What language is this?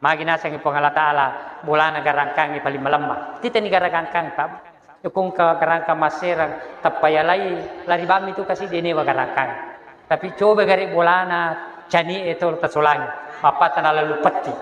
Buginese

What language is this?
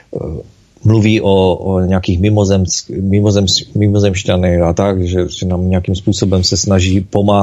Czech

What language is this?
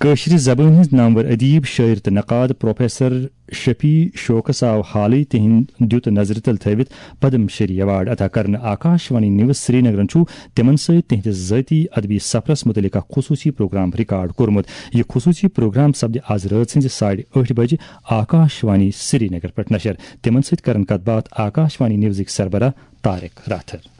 Kashmiri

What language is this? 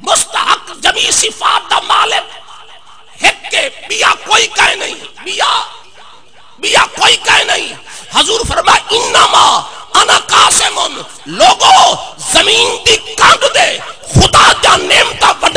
Saraiki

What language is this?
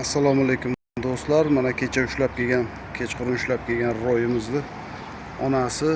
Uzbek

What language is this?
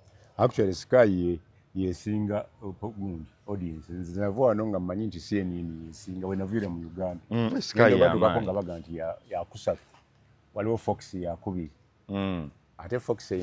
Ganda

